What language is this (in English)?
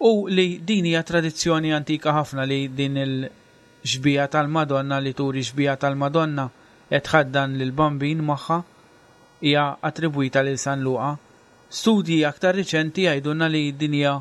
Maltese